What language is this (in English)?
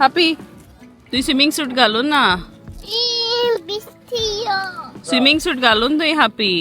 Konkani